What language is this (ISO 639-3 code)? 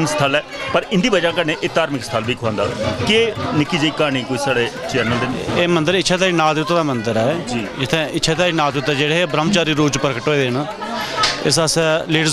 doi